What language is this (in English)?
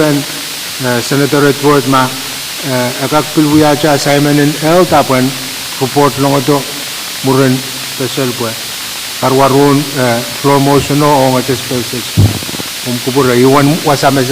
Pohnpeian